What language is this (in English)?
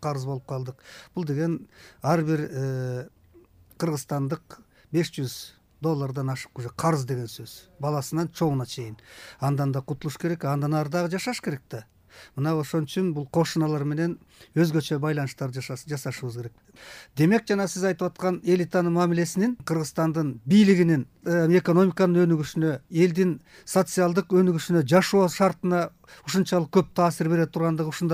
Kyrgyz